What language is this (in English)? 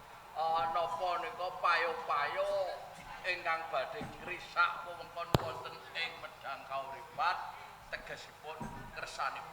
Javanese